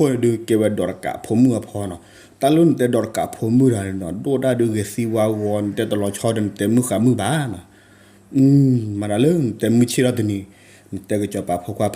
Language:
S'gaw Karen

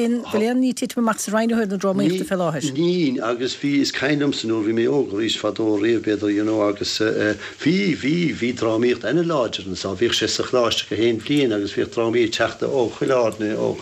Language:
Irish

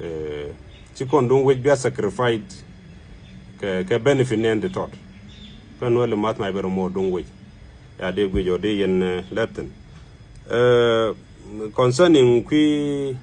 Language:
Nuer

